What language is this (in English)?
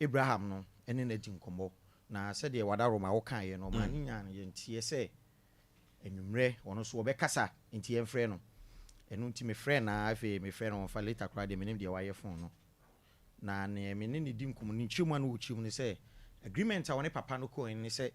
Akan